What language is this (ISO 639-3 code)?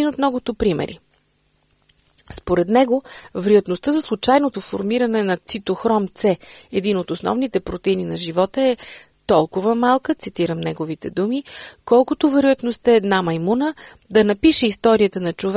bul